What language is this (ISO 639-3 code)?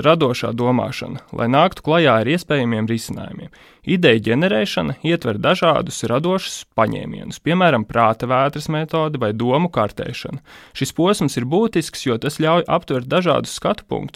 lav